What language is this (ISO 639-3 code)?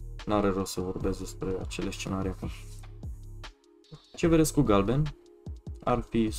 ron